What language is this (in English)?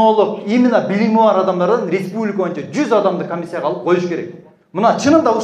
Kyrgyz